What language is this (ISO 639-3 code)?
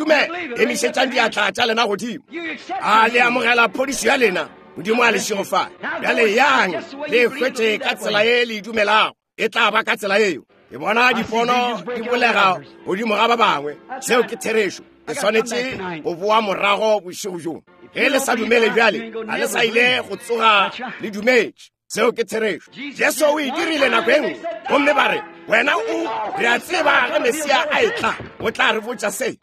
nso